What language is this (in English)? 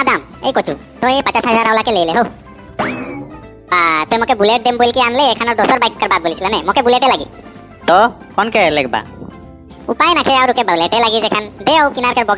Sadri